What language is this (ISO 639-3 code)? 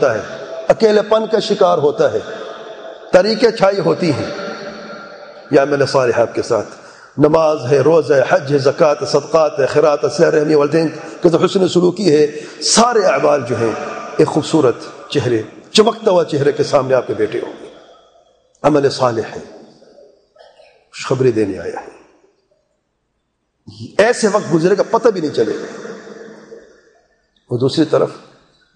urd